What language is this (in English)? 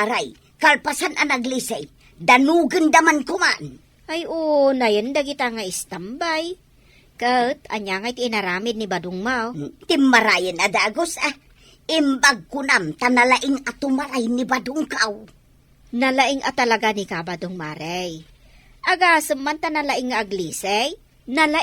Iloko